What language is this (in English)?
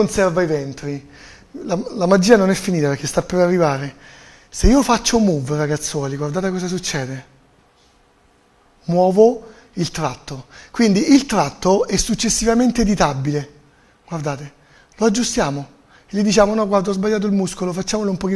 Italian